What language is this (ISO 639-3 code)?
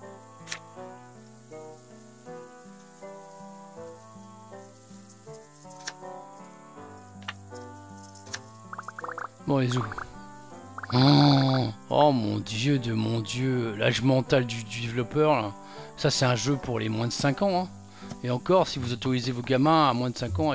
fra